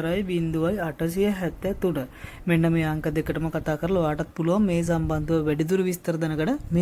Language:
Sinhala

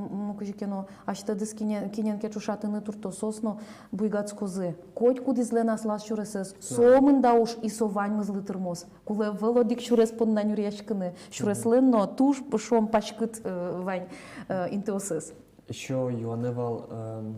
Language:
Udmurt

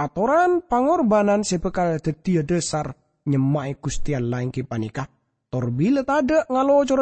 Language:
Madurese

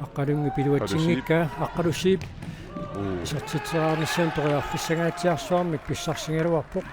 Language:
Kalaallisut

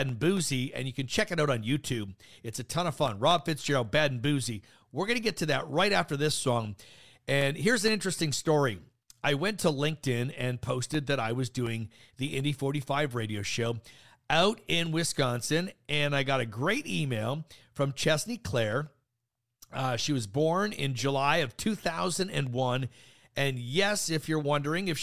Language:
English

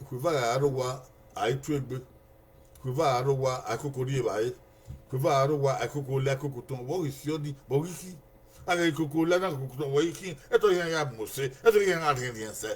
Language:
Bini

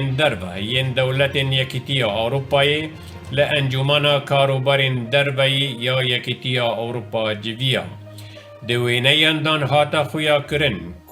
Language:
Kurdish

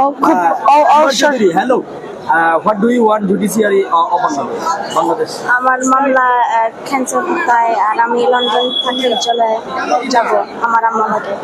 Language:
Sylheti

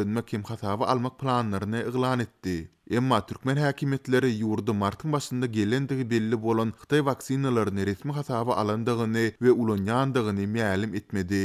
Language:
Turkmen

